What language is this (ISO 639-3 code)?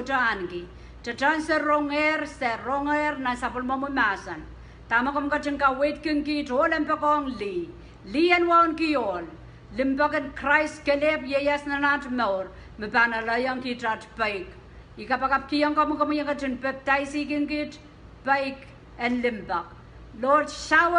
pon